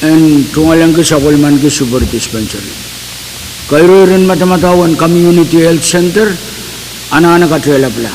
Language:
Pohnpeian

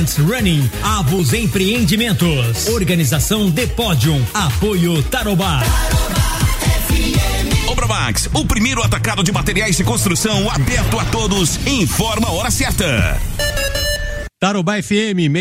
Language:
Portuguese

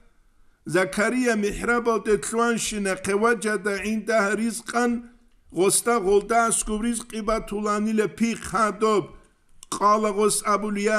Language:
Avaric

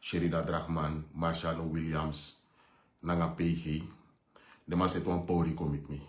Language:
Sranan Tongo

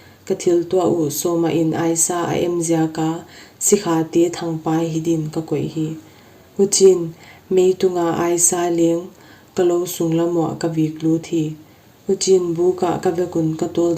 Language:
Paite Chin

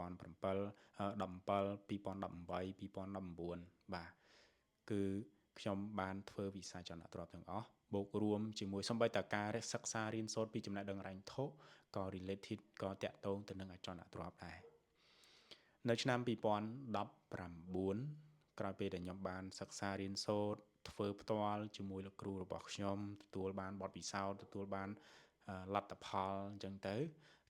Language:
Khmer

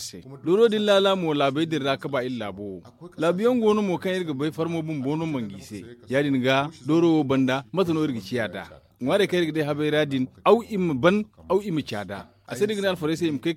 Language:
Zarma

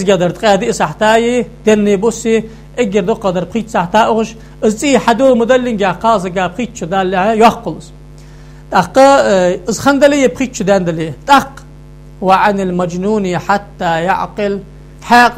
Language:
Ingush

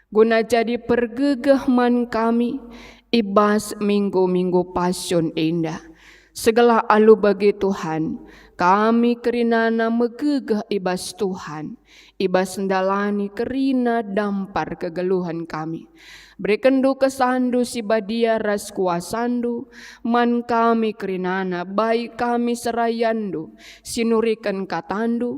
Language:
Batak Karo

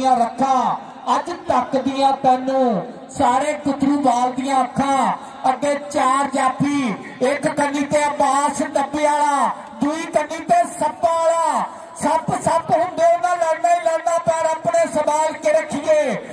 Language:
Punjabi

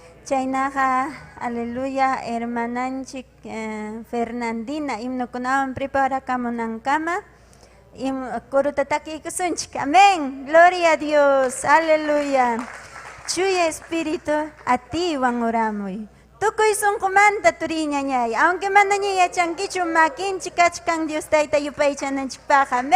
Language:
Ayacucho Quechua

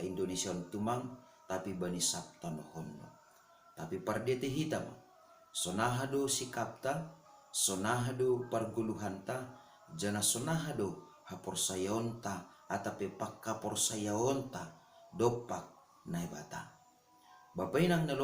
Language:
Batak Simalungun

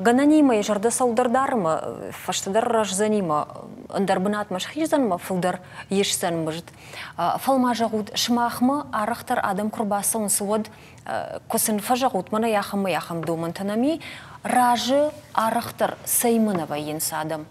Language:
Ossetic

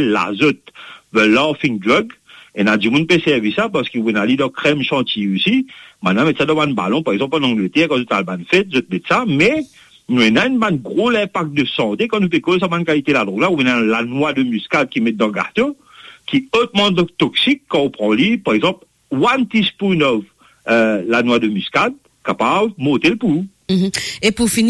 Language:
Morisyen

